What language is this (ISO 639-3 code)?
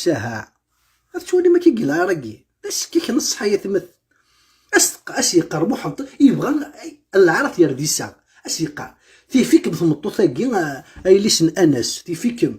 kab